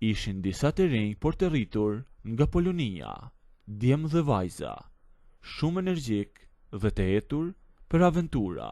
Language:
Albanian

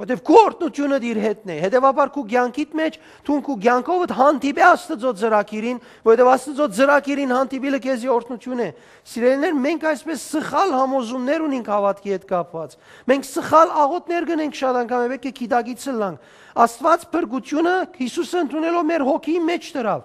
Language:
Western Armenian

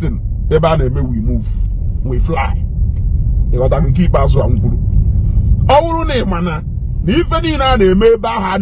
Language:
Igbo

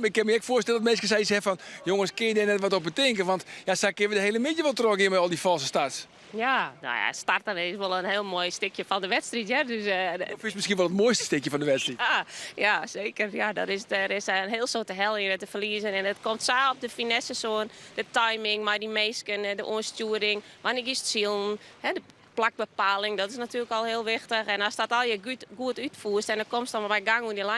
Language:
Western Frisian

